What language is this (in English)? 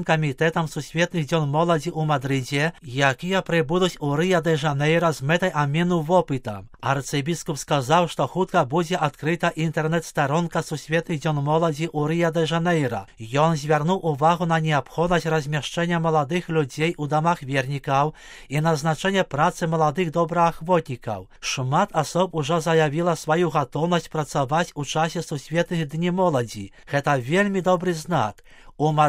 Belarusian